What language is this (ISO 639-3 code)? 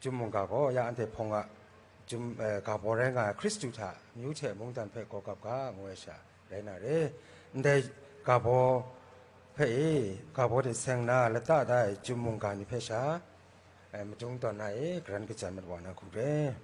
kac